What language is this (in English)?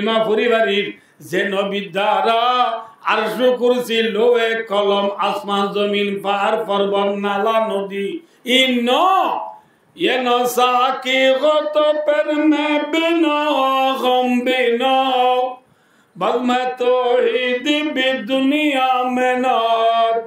Rohingya